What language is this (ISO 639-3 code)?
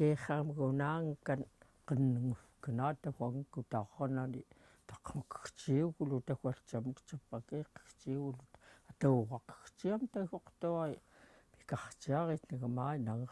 esu